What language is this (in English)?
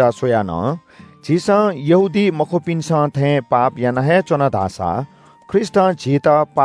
Newari